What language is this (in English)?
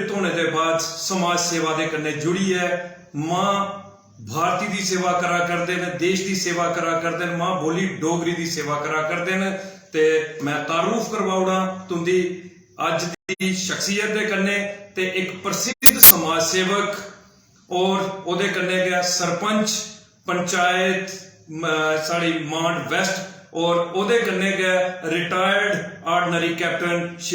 Dogri